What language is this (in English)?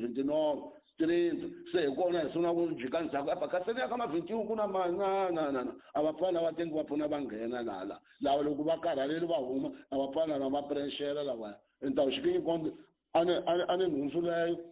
Tsonga